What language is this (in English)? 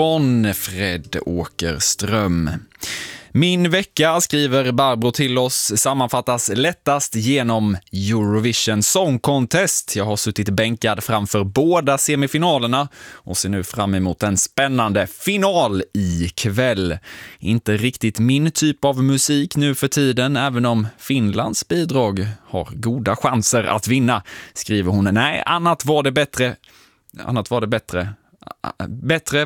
Swedish